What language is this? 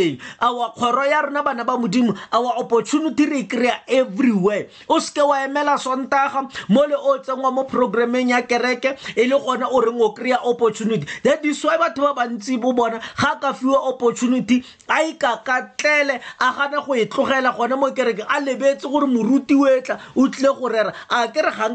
Tswana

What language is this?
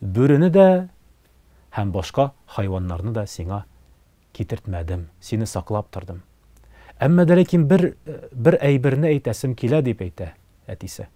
Tatar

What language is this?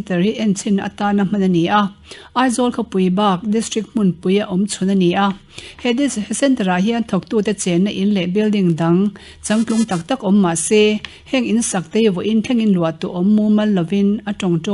Mizo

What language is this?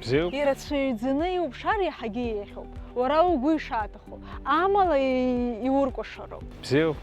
Abkhazian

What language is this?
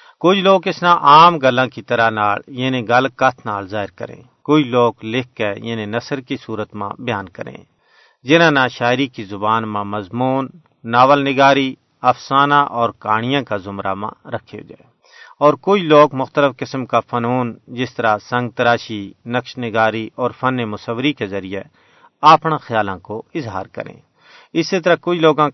Gujari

